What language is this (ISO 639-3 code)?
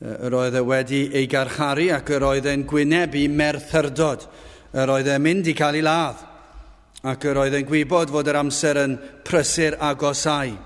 cym